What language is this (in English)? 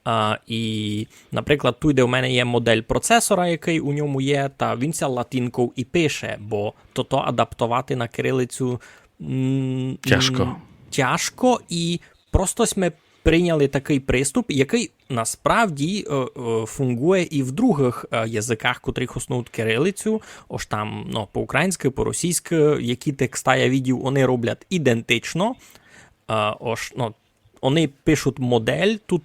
Rusyn